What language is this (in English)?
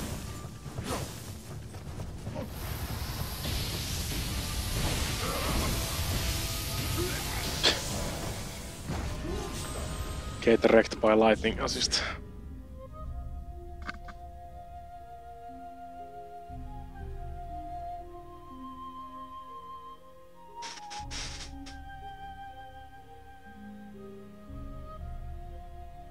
Finnish